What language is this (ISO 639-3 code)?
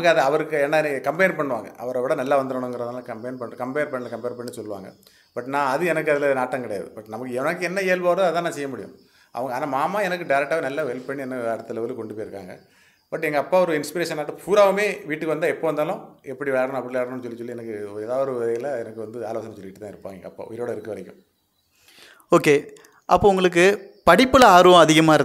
tam